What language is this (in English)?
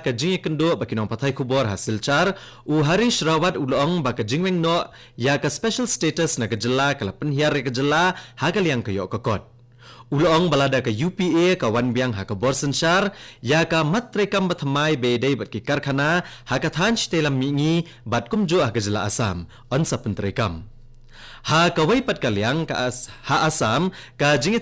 Khasi